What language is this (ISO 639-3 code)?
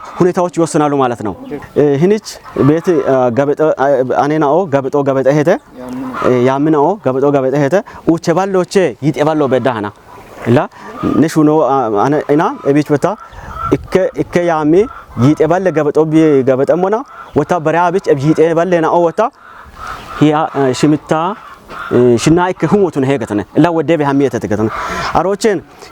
kbr